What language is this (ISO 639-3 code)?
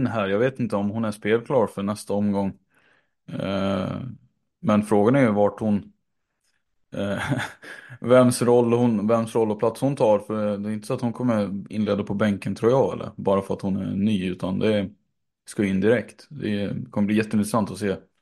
swe